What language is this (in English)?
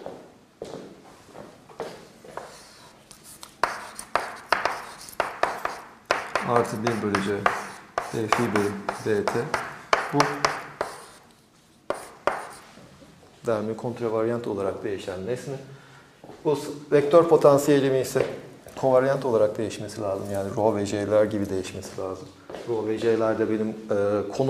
Turkish